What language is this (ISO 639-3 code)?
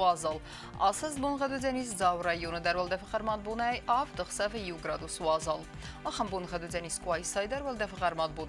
oss